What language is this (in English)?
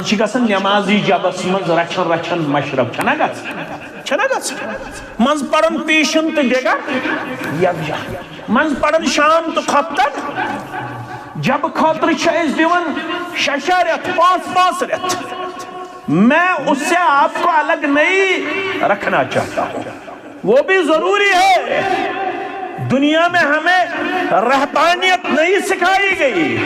Kashmiri